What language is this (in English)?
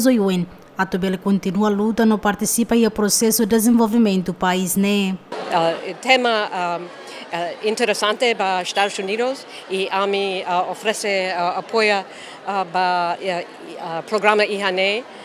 Tetum